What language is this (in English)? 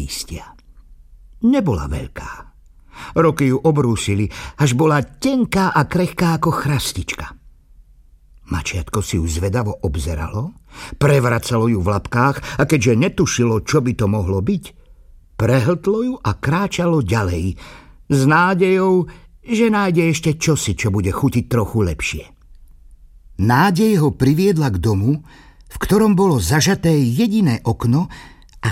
Slovak